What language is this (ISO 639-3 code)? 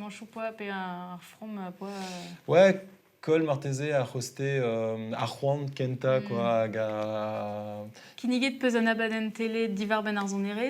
bre